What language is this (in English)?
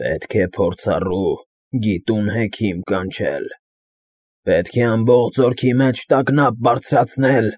Armenian